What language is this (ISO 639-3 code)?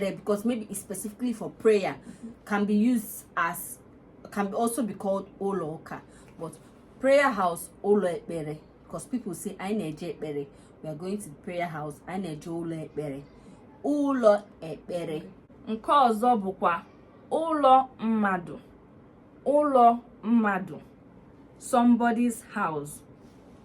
ibo